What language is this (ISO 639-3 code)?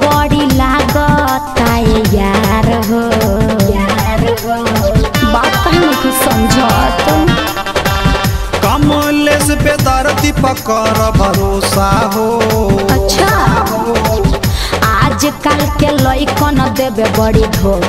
bho